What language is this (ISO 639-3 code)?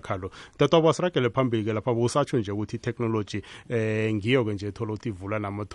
nbl